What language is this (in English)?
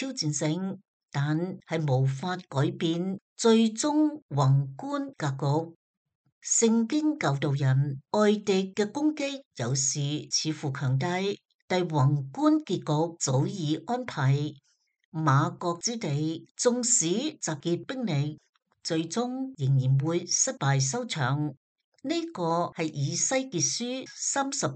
Cantonese